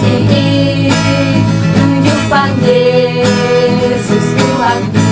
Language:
Batak Toba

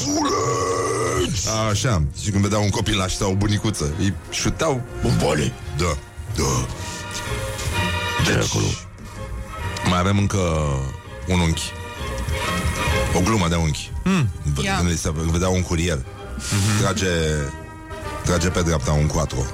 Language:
Romanian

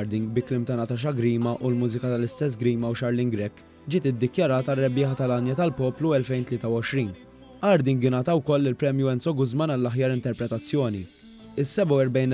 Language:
Maltese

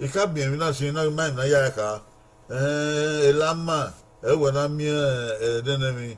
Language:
Bini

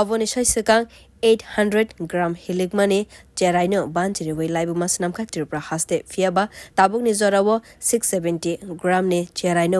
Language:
Kok Borok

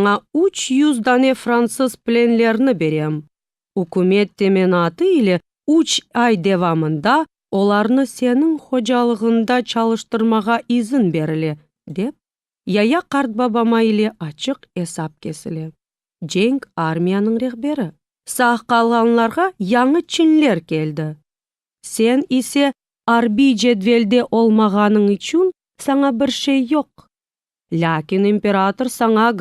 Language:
Crimean Tatar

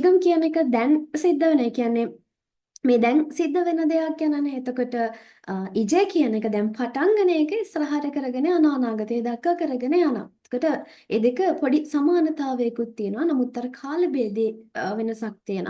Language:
Sinhala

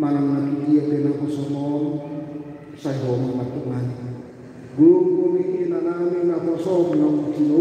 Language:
Batak Toba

